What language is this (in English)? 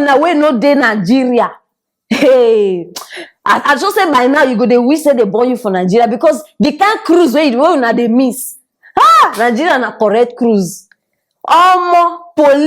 Nigerian Pidgin